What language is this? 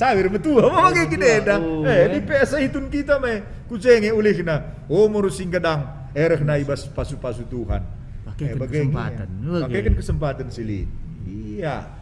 Batak Karo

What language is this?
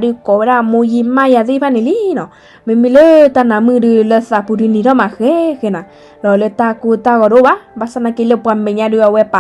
S'gaw Karen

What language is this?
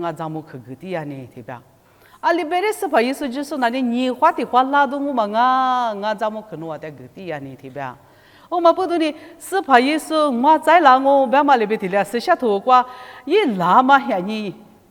Lisu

